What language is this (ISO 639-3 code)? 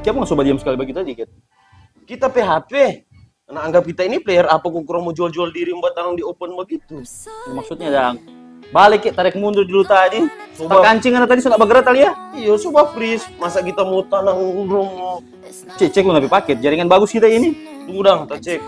xmm